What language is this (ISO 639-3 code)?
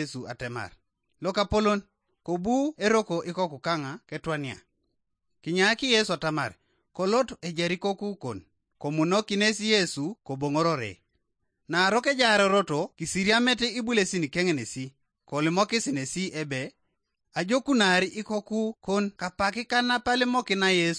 teo